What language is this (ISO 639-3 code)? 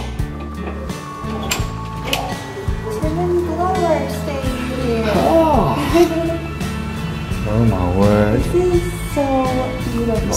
eng